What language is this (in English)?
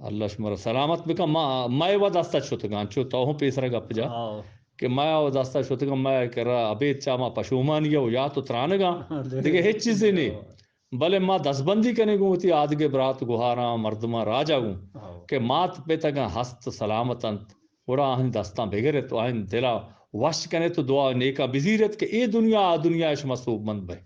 Eastern Balochi